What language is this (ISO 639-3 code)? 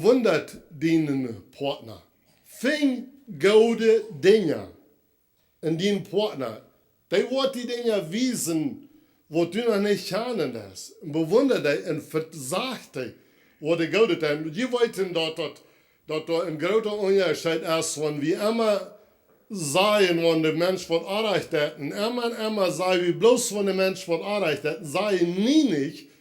pdt